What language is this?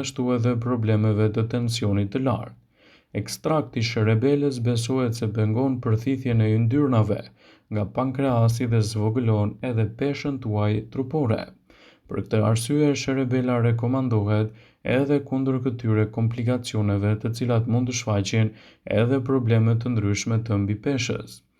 Albanian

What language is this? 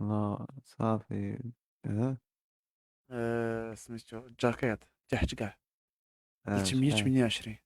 Moroccan Arabic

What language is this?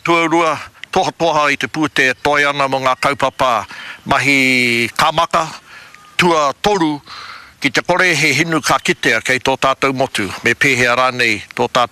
Māori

